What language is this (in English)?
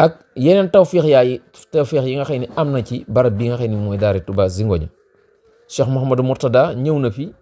Wolof